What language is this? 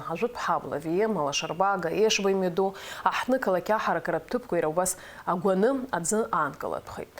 Abkhazian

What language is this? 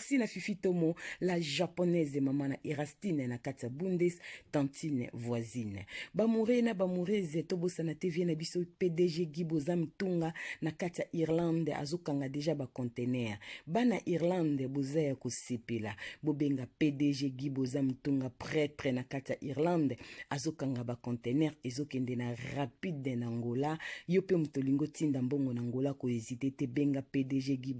Lingala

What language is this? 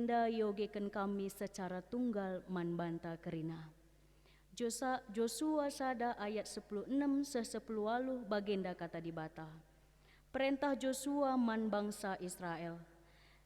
Batak Karo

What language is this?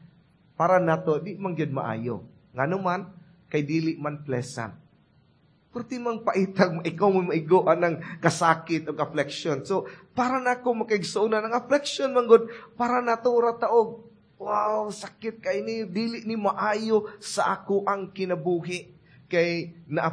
Cebuano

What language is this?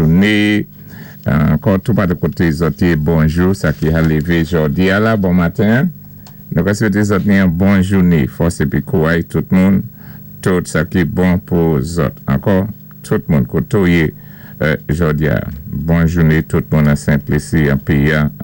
Saint Lucian Creole French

